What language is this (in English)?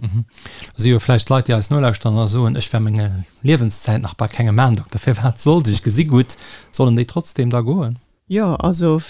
Luxembourgish